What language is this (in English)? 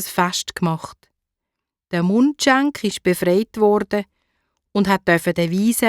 Swiss German